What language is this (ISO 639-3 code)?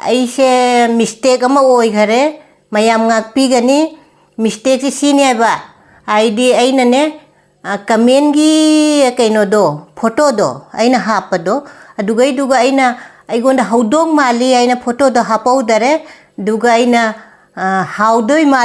mni